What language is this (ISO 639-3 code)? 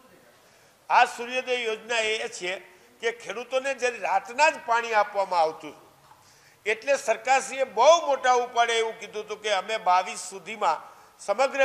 guj